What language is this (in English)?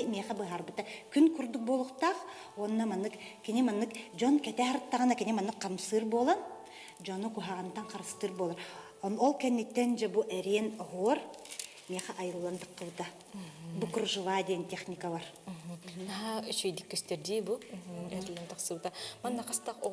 Yakut